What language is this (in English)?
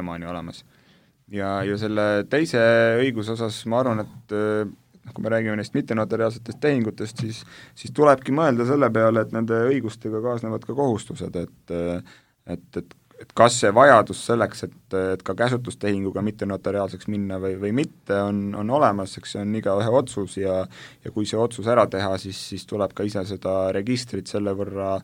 Estonian